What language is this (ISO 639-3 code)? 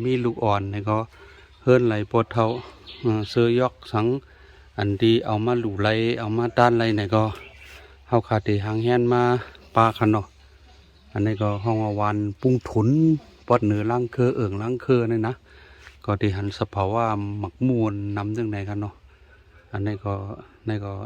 shn